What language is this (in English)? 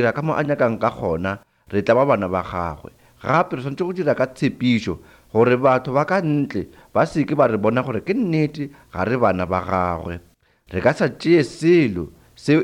Northern Sotho